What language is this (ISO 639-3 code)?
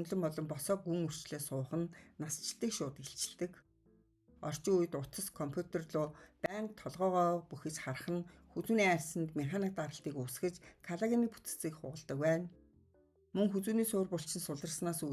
mon